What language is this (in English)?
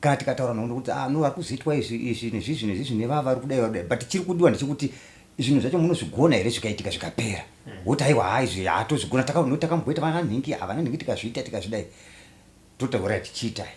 Shona